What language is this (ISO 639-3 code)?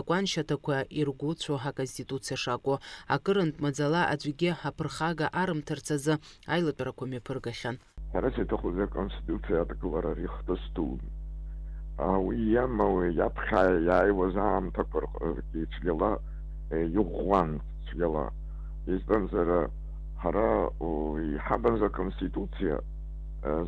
abk